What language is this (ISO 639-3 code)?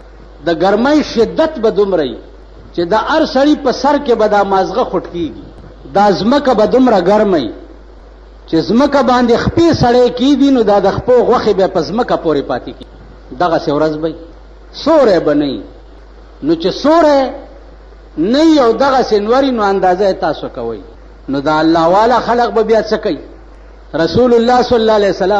pus